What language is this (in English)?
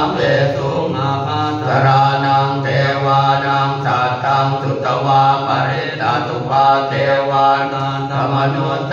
Pali